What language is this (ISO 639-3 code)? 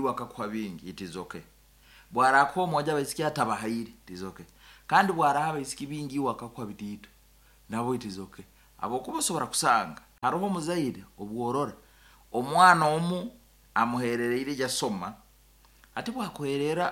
nyn